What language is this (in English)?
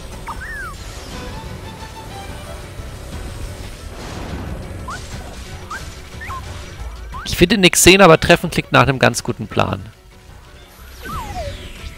German